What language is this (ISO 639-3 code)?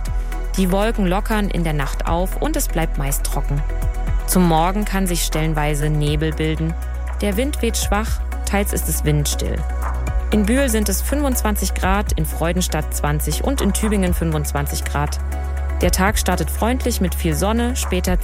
deu